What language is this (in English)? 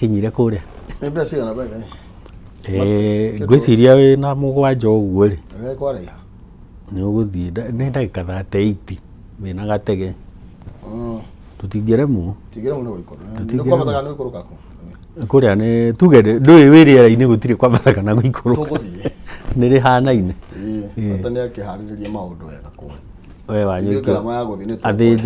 Kikuyu